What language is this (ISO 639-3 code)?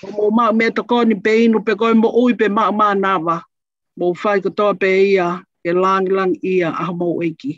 ton